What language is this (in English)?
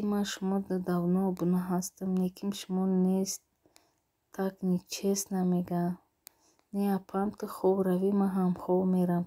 Tajik